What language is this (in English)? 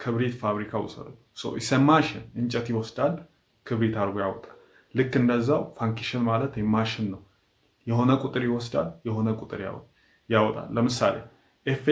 Amharic